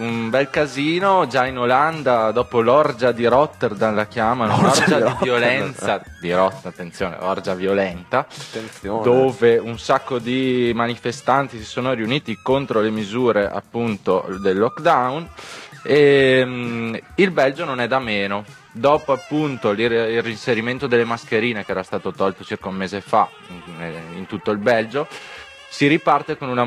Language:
Italian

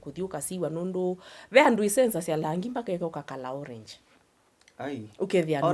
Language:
Kamba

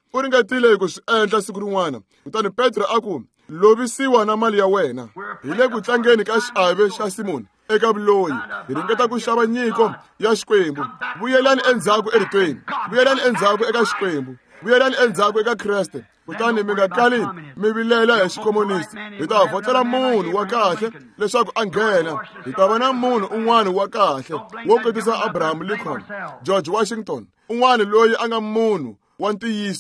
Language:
Tsonga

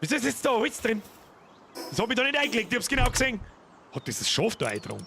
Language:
Bavarian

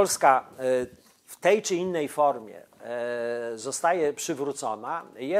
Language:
Polish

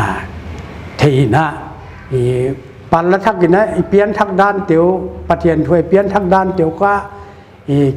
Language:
Paite Chin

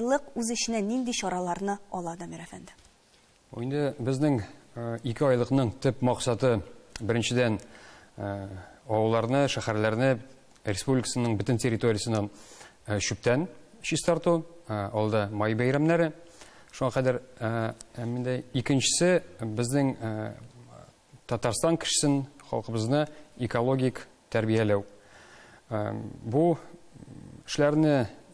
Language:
Tatar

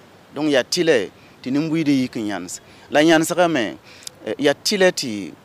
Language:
Mossi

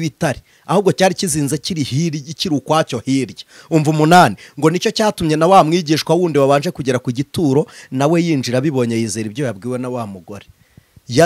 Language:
Kinyarwanda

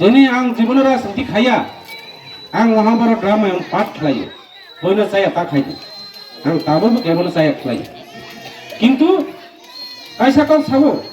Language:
Kok Borok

